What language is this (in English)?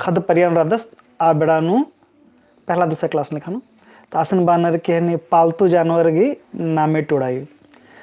Kurukh